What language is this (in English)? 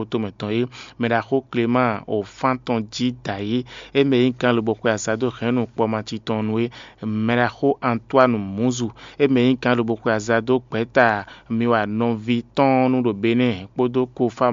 Fon